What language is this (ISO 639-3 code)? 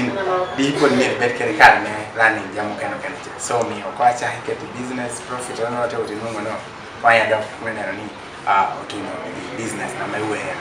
ach